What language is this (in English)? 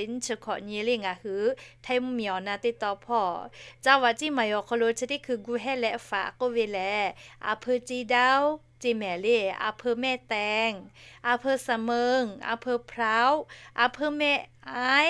Lahu